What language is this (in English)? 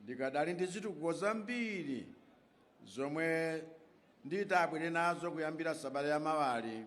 Nyanja